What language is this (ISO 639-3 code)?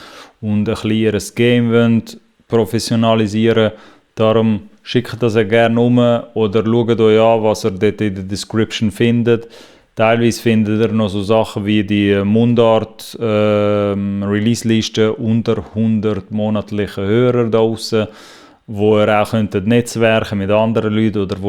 gsw